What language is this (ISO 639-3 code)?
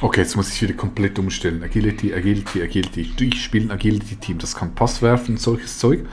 gsw